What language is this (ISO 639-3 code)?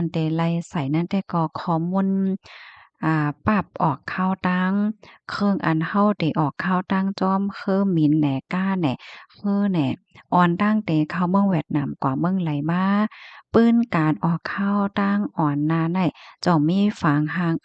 shn